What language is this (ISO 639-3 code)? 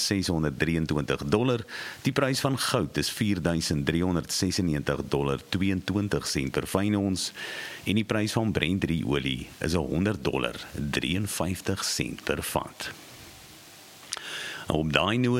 afr